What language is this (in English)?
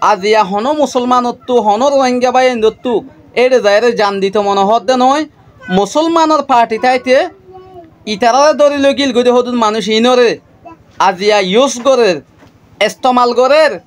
Rohingya